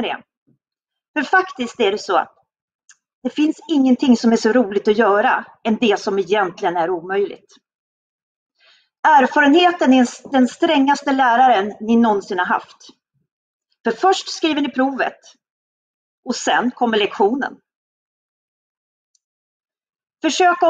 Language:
Swedish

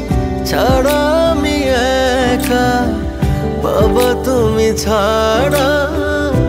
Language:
Bangla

